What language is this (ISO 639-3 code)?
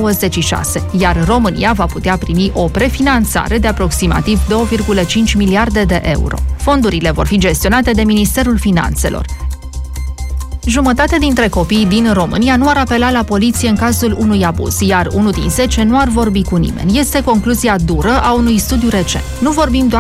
ron